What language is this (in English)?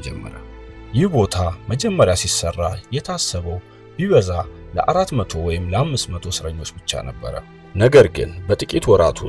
Amharic